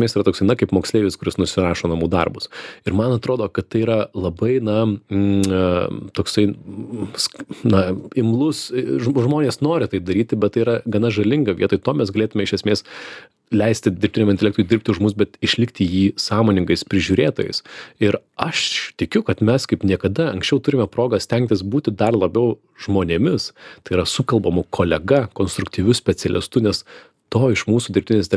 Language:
Lithuanian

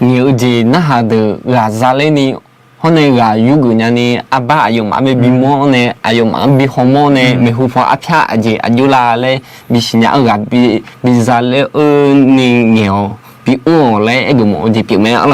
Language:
Akha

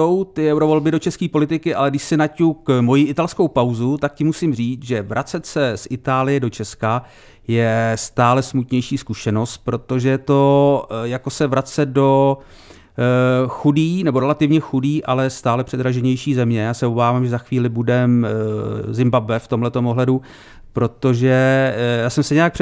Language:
Czech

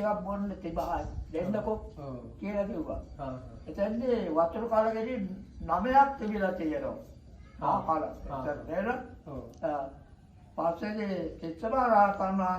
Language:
Sinhala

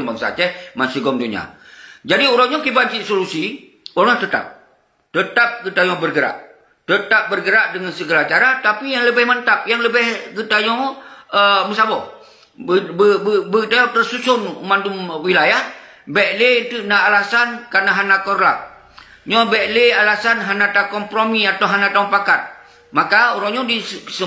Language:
Achinese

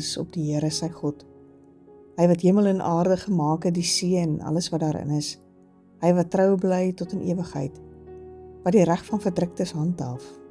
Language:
Afrikaans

